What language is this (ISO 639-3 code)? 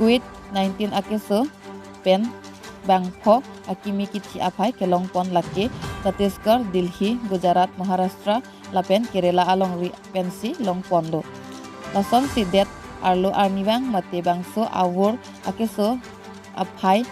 mjw